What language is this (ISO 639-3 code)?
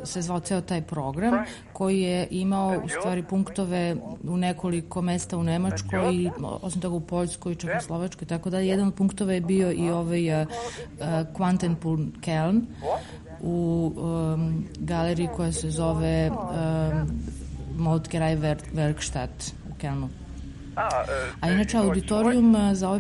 srp